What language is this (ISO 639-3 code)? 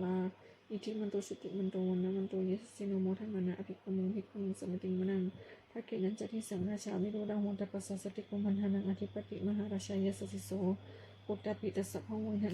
pli